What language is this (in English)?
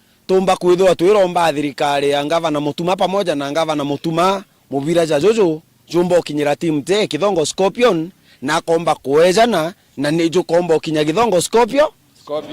Meru